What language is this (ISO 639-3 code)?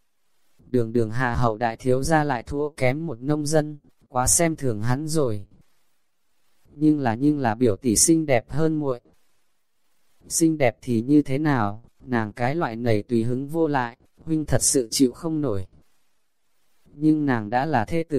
vie